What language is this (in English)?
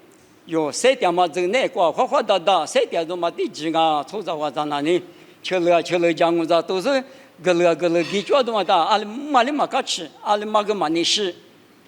Lisu